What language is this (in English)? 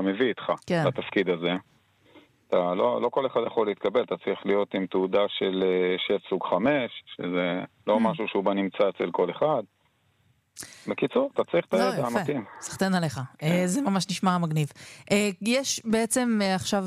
Hebrew